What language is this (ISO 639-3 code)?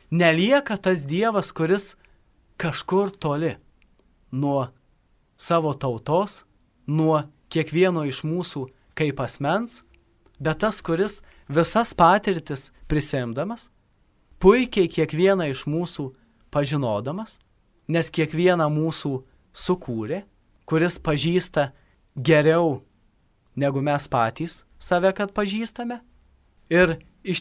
lit